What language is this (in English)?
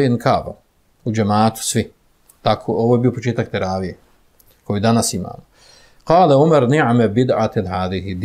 Bosnian